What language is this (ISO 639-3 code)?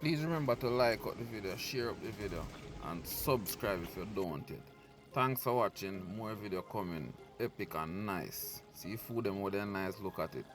jam